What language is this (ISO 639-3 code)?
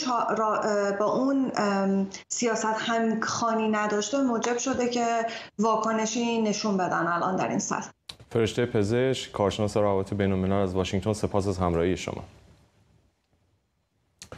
fas